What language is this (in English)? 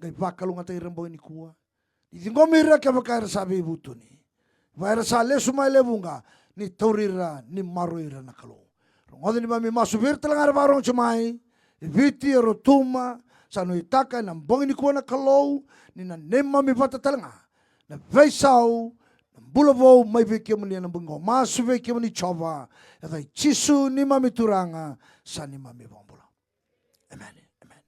Fijian